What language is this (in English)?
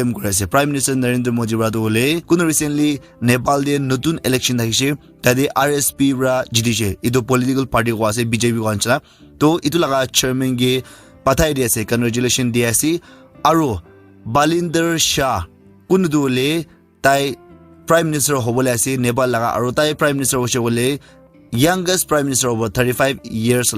Naga Pidgin